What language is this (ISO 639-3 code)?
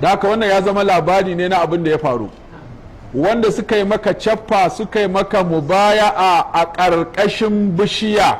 hau